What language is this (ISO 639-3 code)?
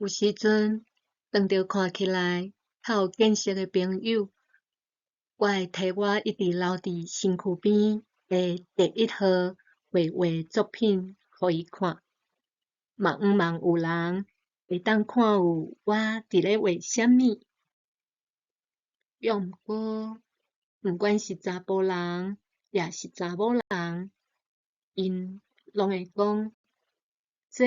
nan